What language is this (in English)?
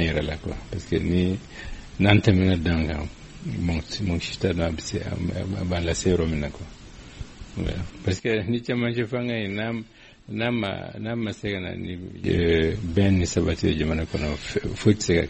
Bambara